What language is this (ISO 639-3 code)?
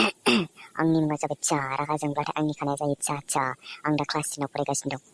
brx